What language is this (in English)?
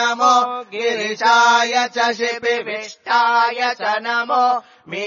Sanskrit